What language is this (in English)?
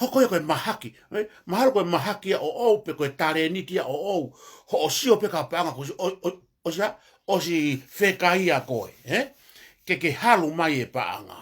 Tongan